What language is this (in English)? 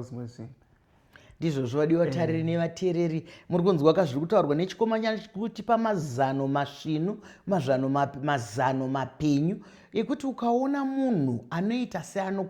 Shona